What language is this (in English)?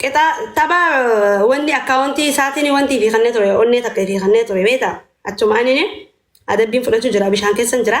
Oromo